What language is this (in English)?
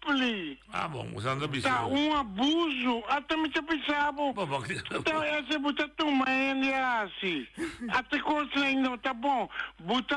Papiamento